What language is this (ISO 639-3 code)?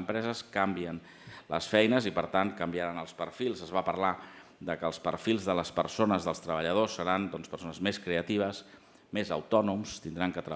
cat